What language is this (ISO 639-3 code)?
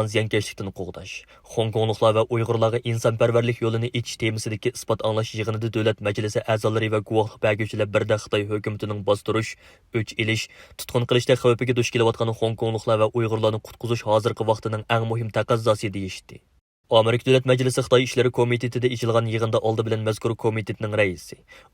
uig